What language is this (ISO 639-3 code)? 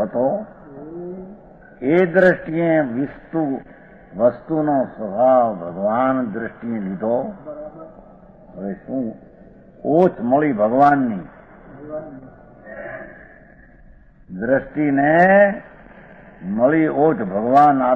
guj